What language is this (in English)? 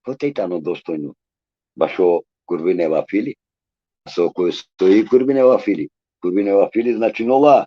Balkan Romani